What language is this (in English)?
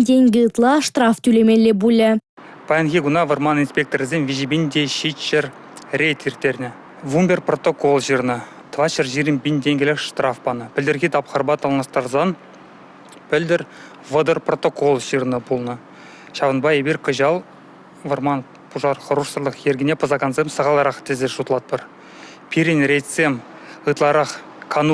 Chuvash